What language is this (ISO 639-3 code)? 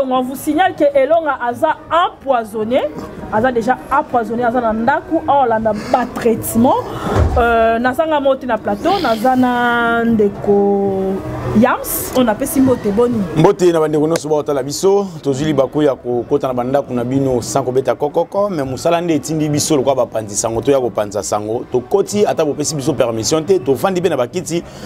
lin